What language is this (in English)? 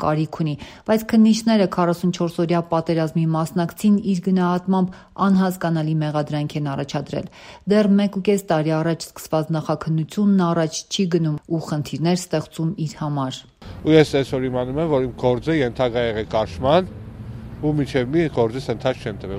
Armenian